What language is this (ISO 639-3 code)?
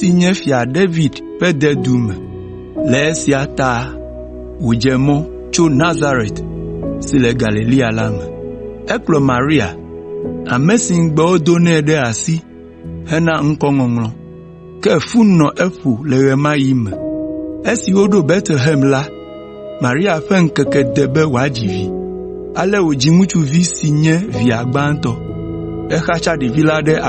ewe